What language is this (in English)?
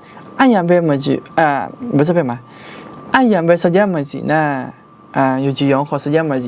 Akha